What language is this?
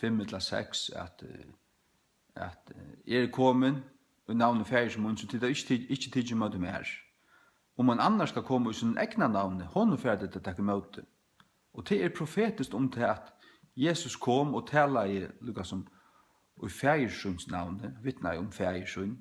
Faroese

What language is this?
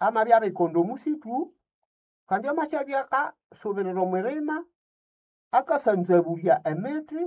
Nande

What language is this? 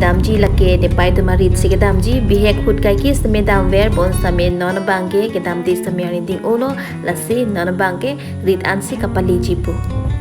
Karbi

